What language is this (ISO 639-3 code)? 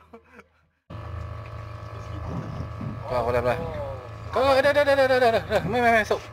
msa